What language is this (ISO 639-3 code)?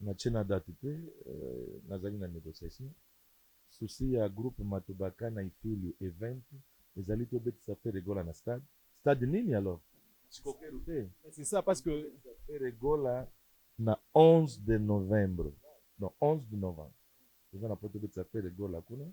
lin